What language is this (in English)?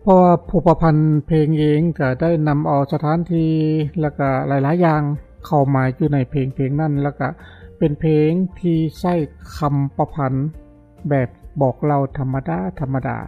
Lao